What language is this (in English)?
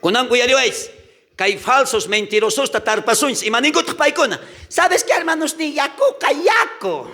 South Bolivian Quechua